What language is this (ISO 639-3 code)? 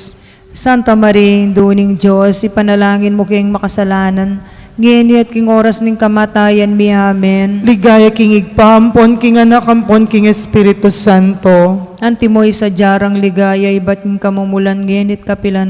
pam